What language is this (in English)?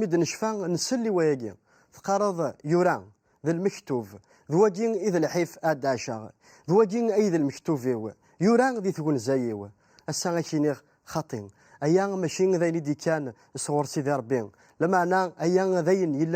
Kabyle